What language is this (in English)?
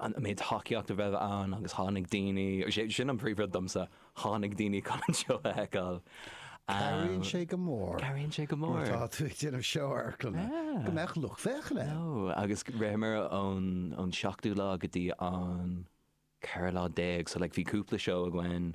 Irish